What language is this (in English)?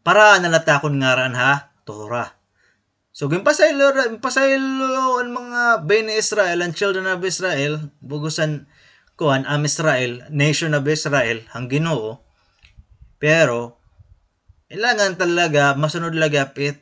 Waray